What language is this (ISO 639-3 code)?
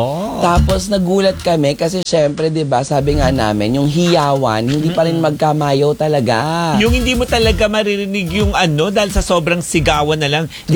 fil